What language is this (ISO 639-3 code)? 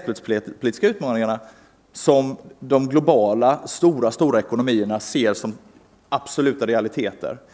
swe